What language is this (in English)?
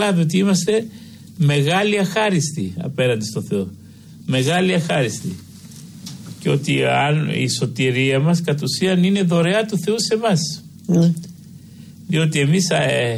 Greek